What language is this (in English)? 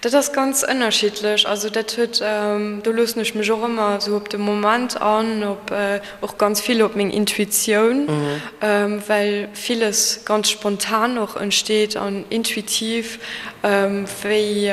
Luxembourgish